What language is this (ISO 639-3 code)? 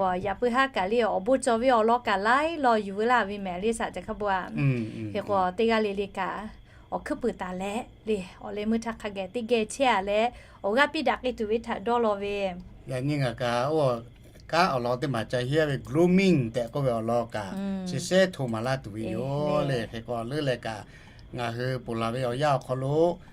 lhu